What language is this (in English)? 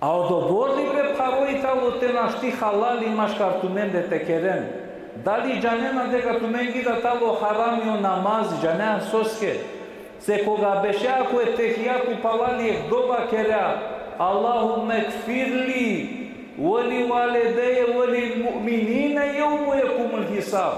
Balkan Romani